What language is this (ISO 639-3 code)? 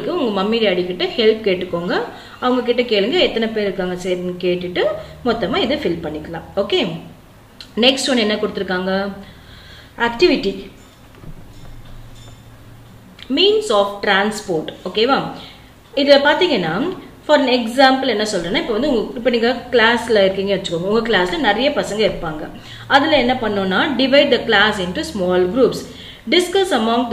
tam